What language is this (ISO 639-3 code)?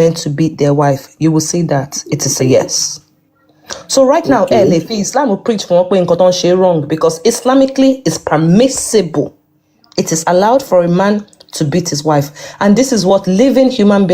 yor